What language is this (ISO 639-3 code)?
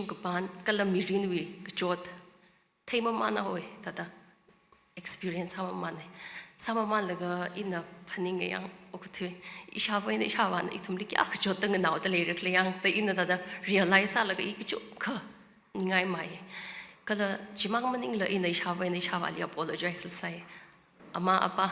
nmf